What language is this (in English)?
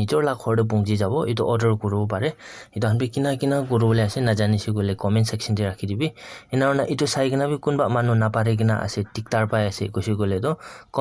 Naga Pidgin